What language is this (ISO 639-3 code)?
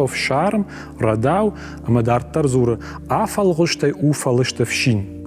oss